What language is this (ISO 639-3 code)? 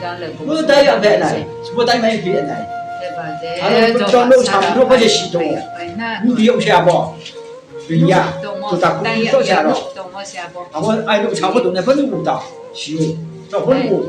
ria